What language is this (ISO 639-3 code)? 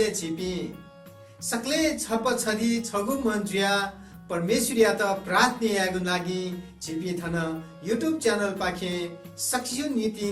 new